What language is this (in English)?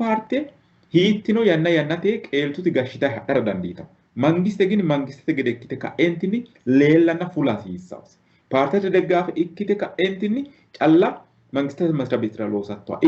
Sidamo